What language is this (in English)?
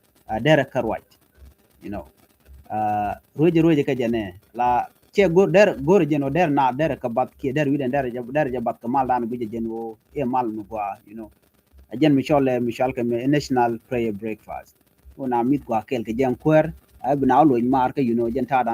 Nuer